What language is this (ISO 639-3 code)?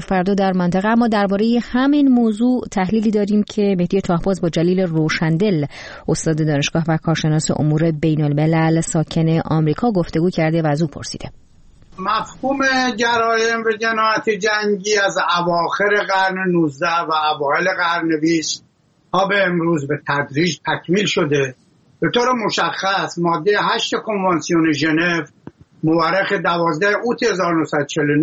fas